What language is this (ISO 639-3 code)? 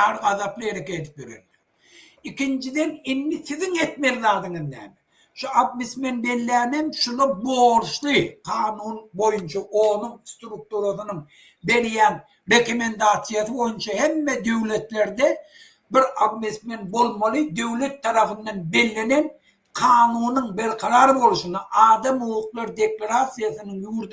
tuk